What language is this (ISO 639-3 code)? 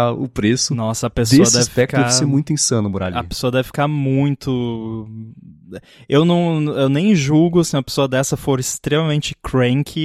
por